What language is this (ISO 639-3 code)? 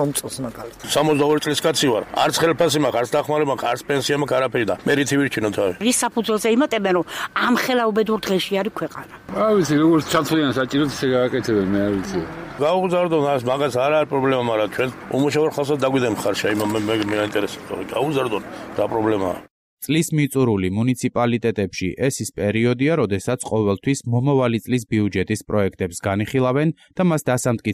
kat